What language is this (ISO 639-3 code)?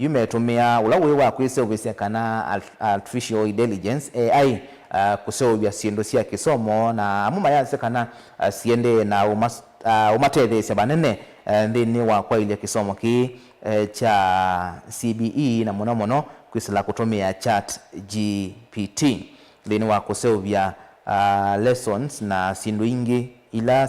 kam